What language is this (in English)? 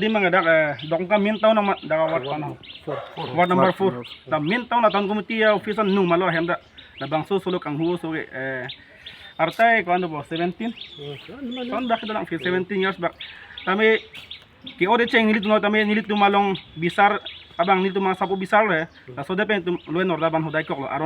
Karbi